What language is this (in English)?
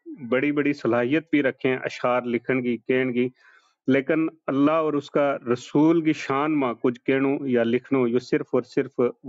Gujari